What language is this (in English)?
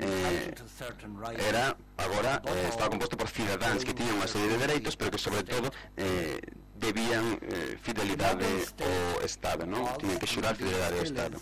Galician